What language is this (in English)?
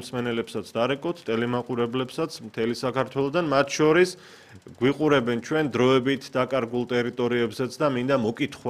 Georgian